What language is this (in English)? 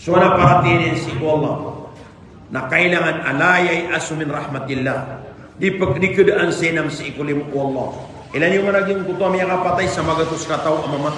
Maranao